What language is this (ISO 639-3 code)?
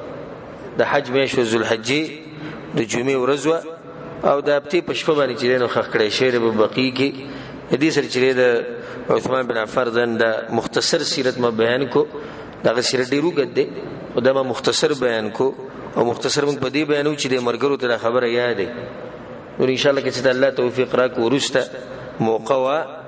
pus